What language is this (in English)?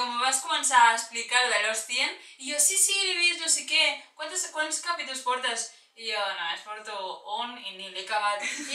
Catalan